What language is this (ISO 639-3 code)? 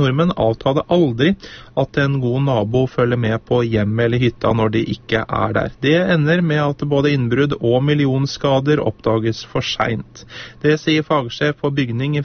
nor